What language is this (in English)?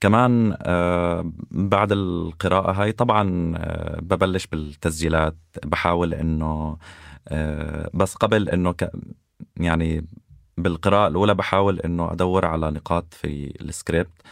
North Levantine Arabic